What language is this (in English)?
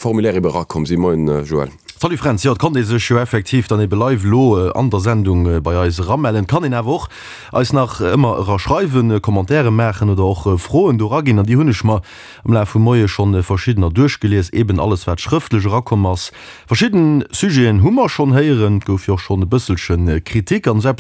Luxembourgish